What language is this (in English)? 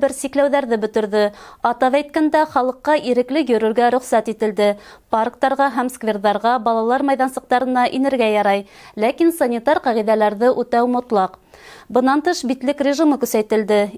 Bashkir